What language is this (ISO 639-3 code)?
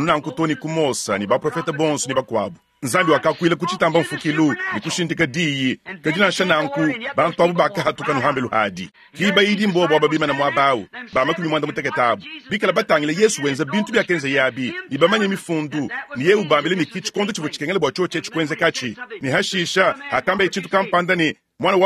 lua